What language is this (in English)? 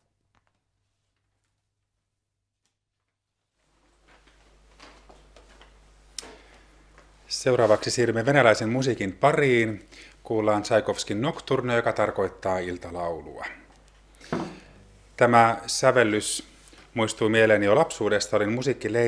Finnish